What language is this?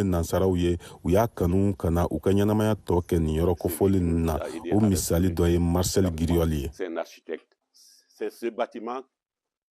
Bambara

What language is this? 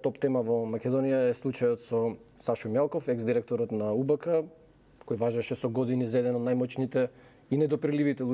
Macedonian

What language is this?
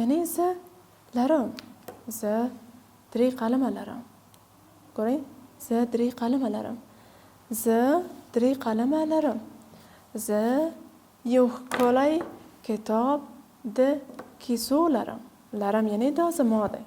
Pashto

